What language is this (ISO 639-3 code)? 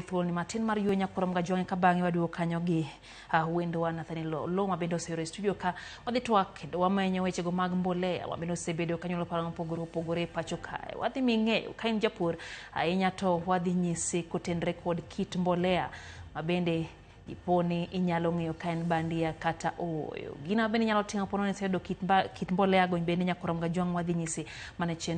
luo